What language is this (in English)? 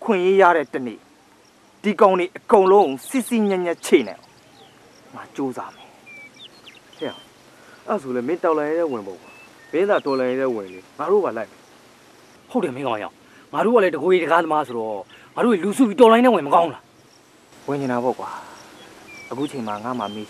Burmese